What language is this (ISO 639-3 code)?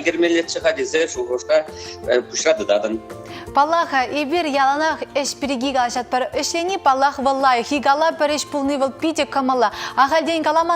chv